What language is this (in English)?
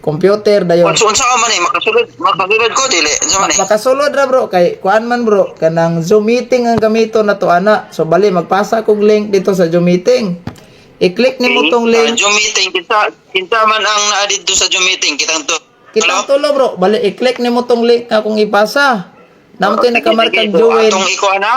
Cebuano